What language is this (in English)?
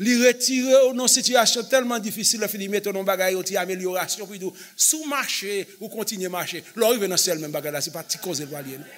Haitian Creole